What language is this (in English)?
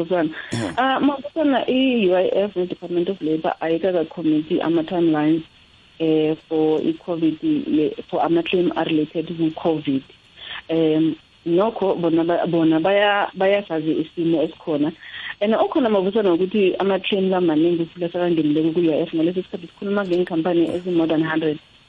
South Ndebele